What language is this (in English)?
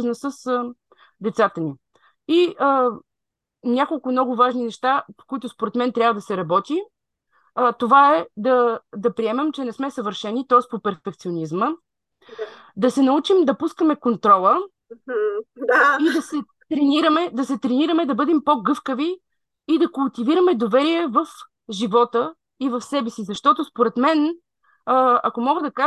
Bulgarian